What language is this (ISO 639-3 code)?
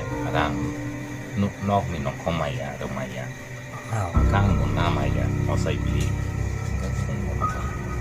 trp